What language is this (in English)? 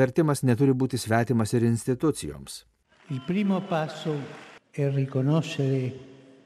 Lithuanian